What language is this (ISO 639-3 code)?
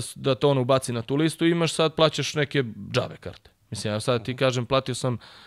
srp